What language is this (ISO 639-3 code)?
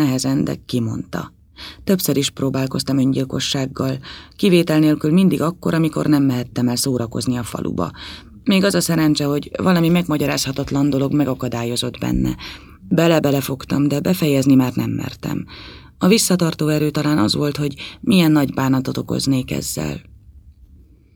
hun